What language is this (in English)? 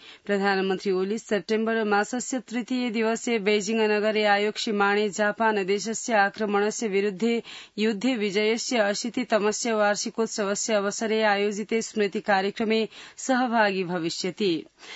Sanskrit